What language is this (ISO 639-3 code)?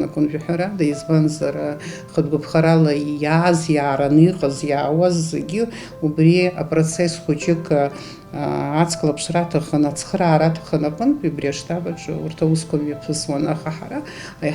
abk